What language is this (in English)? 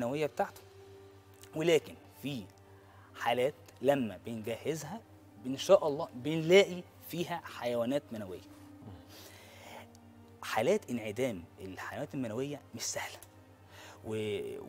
Egyptian Arabic